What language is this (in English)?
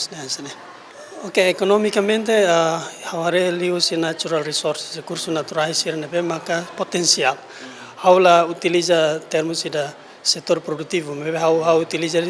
Tetum